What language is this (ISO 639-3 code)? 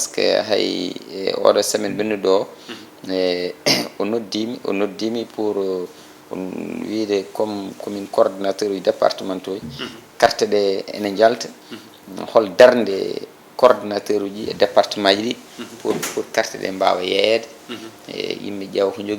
ful